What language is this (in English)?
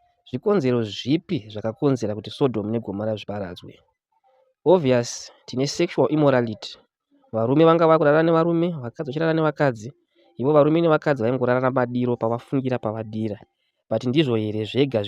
Shona